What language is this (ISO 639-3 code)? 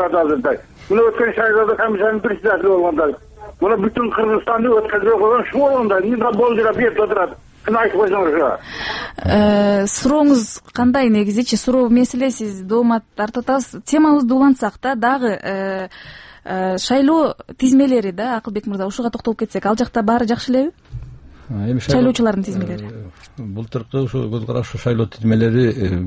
kir